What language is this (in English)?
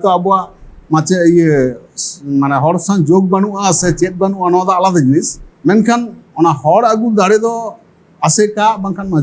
Santali